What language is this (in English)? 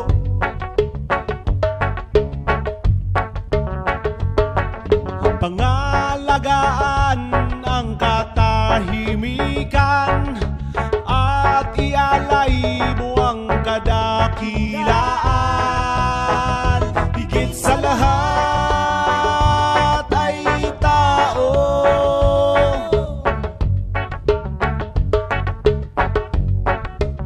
Filipino